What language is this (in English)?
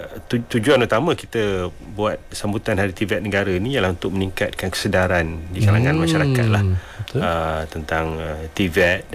Malay